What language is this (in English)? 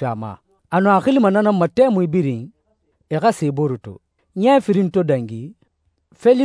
Susu